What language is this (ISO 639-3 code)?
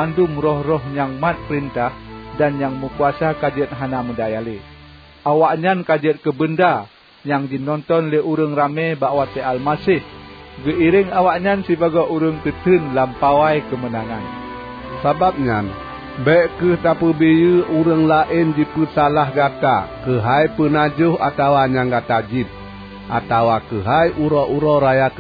ace